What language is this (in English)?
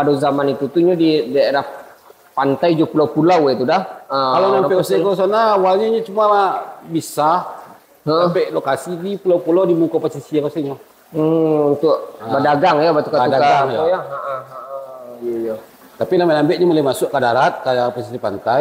Minangkabau